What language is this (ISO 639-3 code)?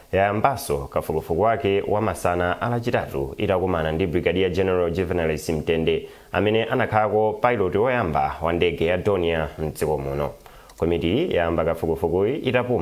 nya